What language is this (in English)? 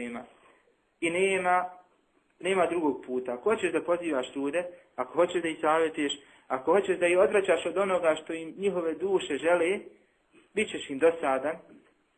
Bosnian